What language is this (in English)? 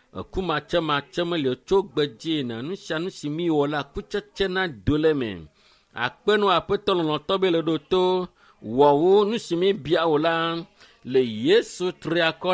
Ewe